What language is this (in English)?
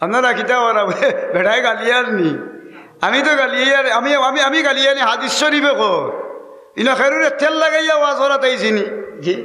Sylheti